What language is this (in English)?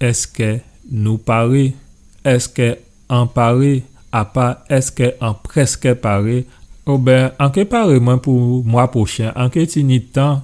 Guadeloupean Creole French